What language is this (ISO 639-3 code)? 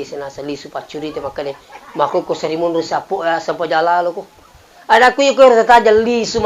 bug